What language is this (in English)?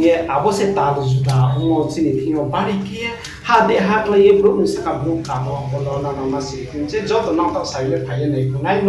Riang (India)